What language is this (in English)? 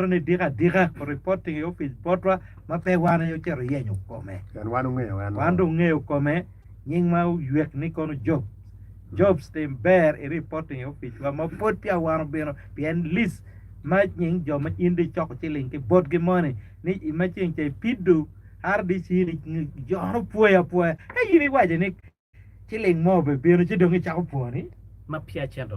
Acoli